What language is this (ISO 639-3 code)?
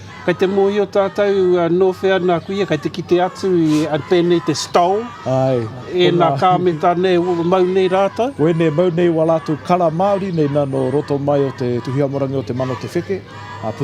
mri